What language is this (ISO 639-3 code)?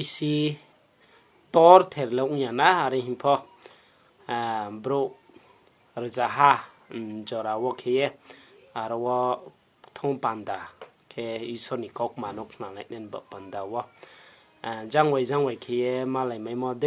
ria